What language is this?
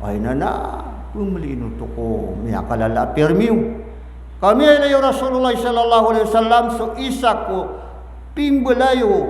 Maranao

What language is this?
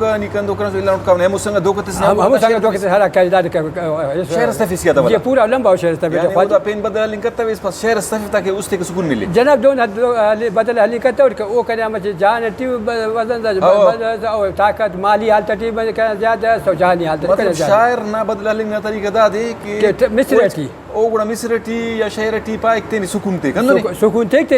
Brahui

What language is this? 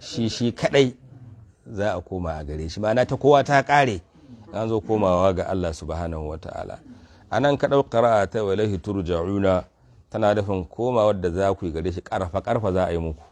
Hausa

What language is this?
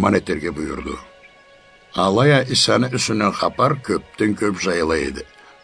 Karachay-Balkar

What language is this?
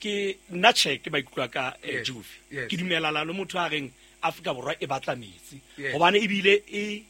Southern Sotho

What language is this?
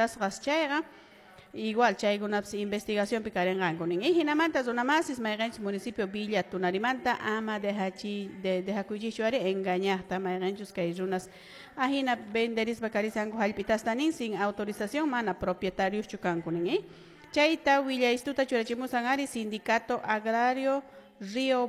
Quechua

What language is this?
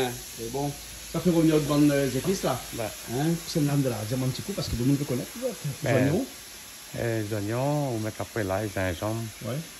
Réunion Creole French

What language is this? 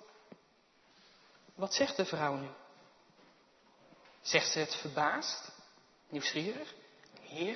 Dutch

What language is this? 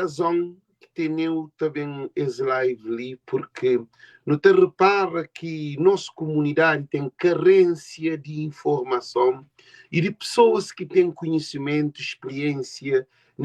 Kabuverdianu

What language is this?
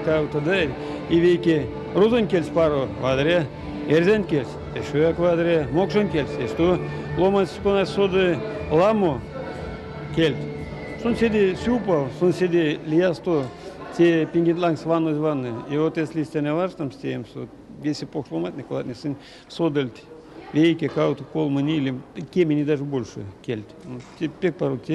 Erzya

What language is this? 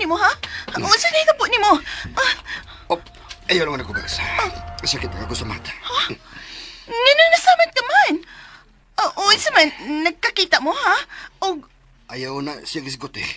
Cebuano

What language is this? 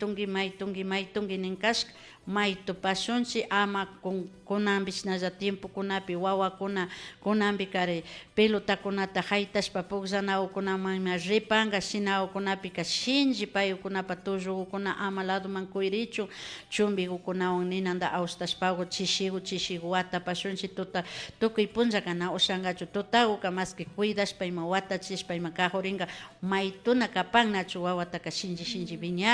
Imbabura Highland Quichua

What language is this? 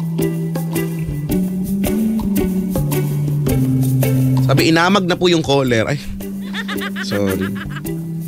Filipino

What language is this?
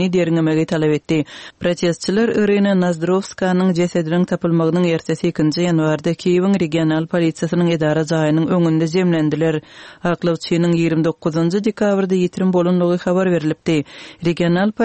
Turkmen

